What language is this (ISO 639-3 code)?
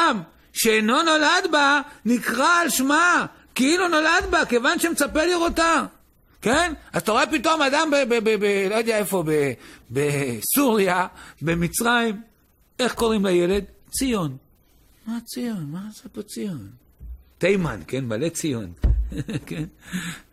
heb